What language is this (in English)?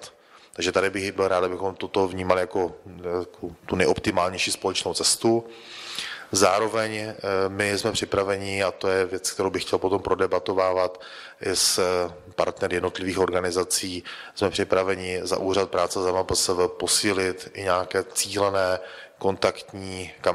Czech